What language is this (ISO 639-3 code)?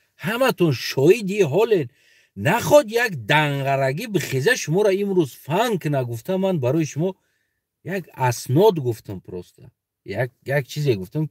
tgk